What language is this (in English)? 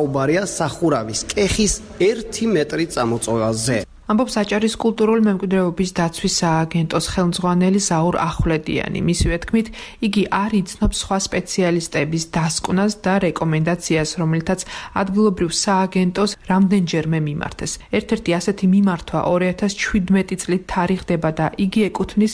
Georgian